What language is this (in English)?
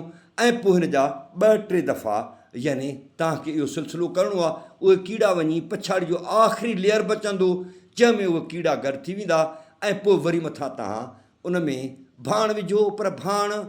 Sindhi